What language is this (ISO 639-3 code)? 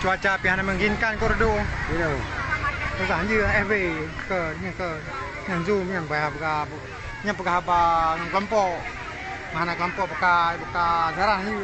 ace